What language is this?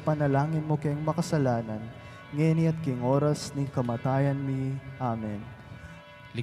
Pampanga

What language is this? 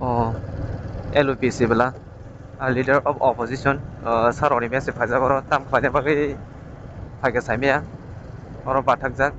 Kok Borok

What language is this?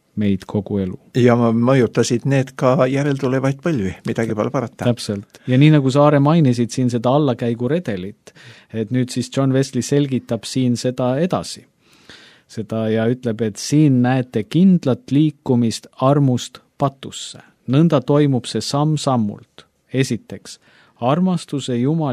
Estonian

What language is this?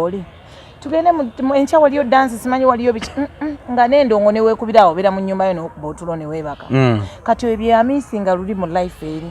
Ganda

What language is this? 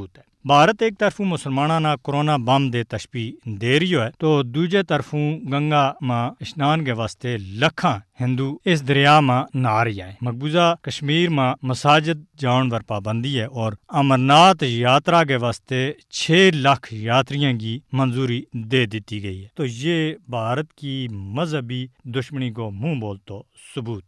Gujari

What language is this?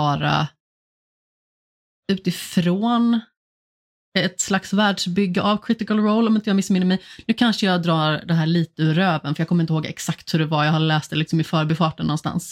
Swedish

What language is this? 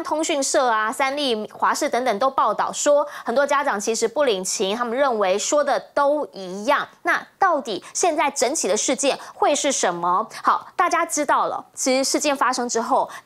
Chinese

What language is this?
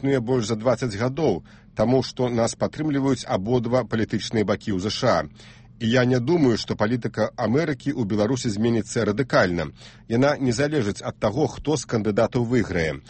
Belarusian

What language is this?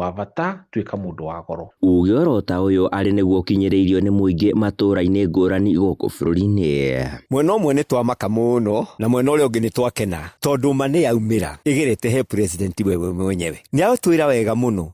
Kikuyu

